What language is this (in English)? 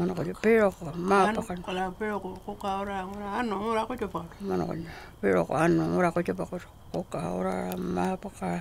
Pitjantjatjara